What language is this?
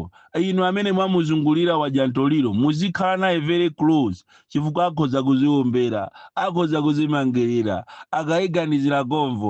Nyanja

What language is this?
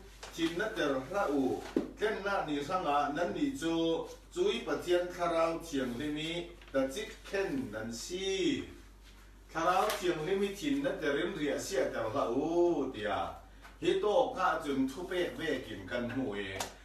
Falam Chin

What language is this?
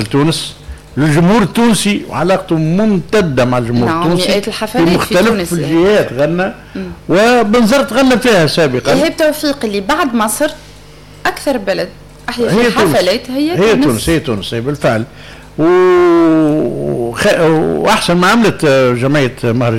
Tunisian Arabic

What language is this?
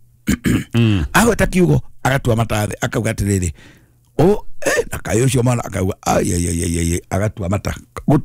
Kikuyu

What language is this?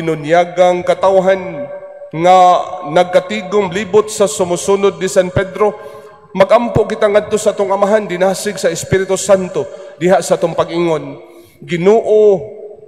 Cebuano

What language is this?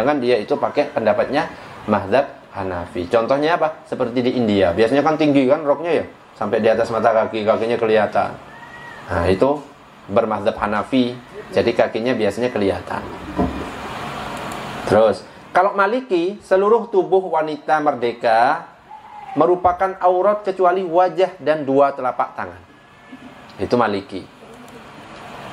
Indonesian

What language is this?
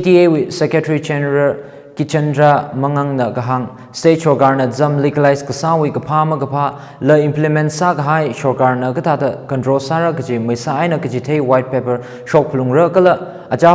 Tangkhul Naga (India)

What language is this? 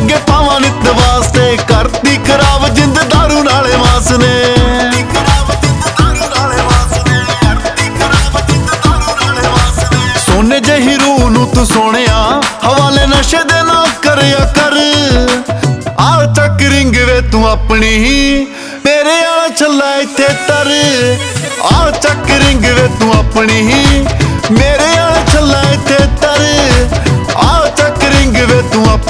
Punjabi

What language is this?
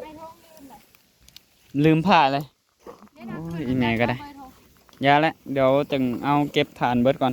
Northeastern Thai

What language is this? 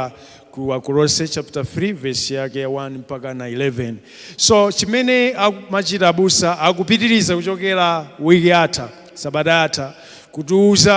Nyanja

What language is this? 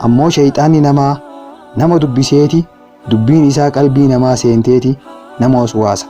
Oromo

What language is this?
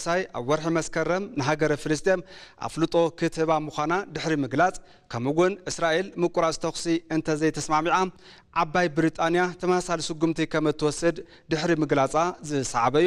Tigrinya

